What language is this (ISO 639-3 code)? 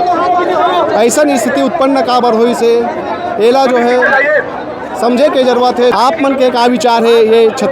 hne